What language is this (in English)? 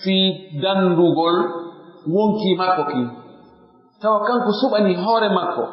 Pular